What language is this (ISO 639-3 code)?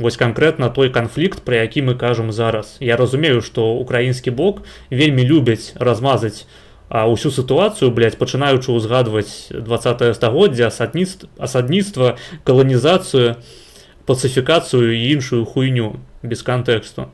bel